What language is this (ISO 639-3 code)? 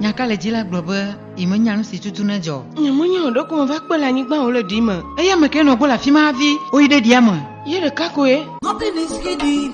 ewe